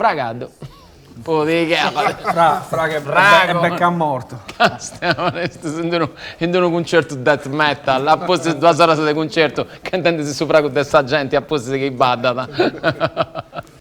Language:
Sardinian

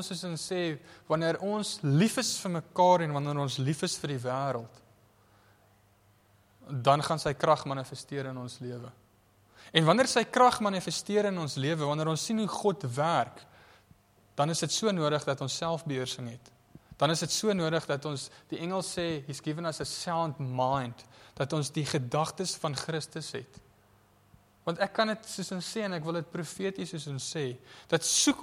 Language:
Afrikaans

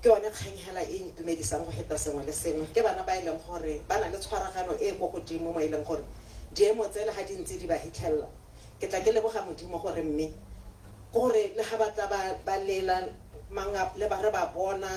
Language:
Tswana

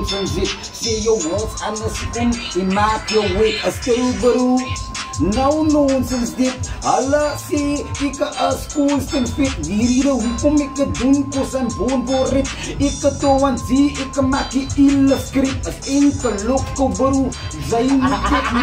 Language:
Afrikaans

